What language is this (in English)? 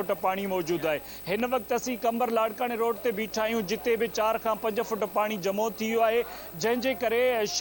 Sindhi